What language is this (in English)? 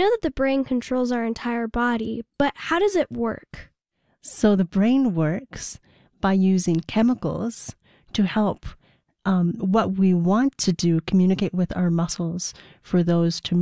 English